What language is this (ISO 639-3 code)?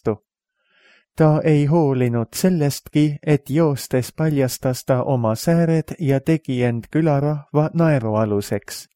est